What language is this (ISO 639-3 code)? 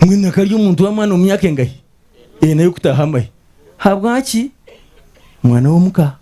nyn